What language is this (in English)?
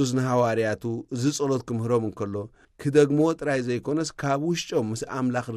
Tigrinya